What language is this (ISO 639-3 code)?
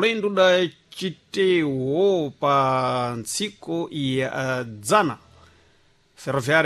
seh